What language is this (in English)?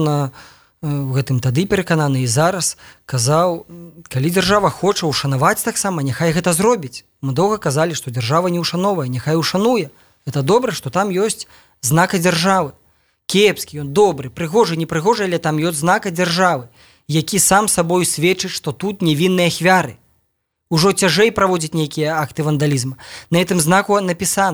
Belarusian